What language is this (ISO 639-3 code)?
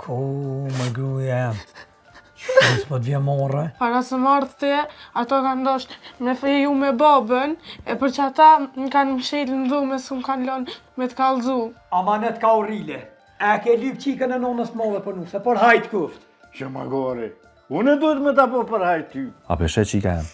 sqi